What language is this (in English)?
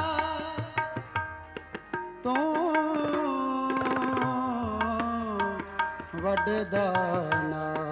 Punjabi